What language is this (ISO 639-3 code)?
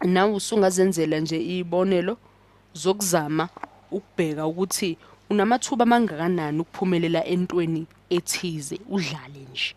zul